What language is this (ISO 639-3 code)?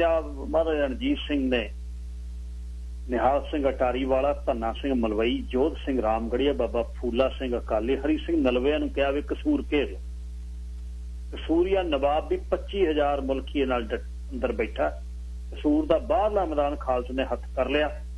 pan